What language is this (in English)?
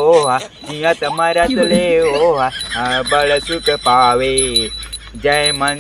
Chhattisgarhi